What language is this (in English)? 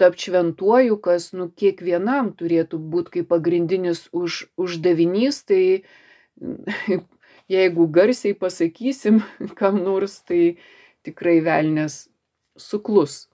Lithuanian